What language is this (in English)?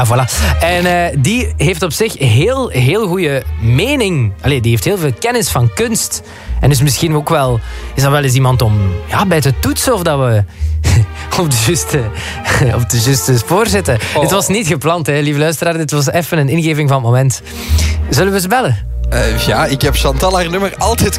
Dutch